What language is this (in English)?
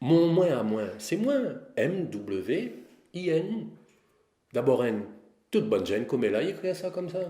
Réunion Creole French